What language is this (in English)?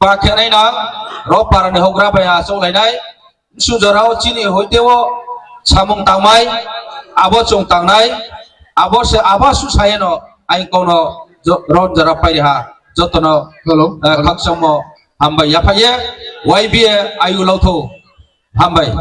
Riang (India)